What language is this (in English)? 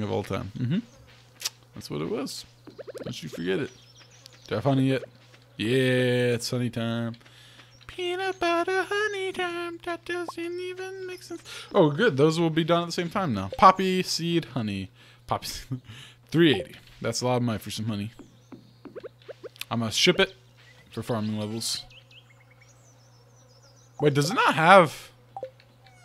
English